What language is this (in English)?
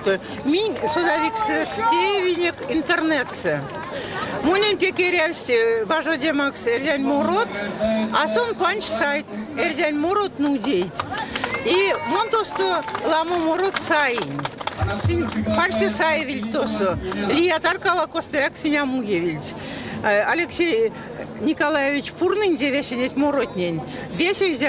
Erzya